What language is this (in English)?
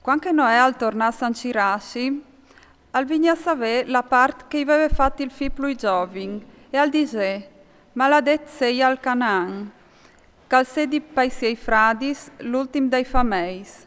Friulian